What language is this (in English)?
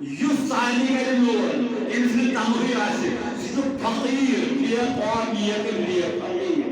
Kashmiri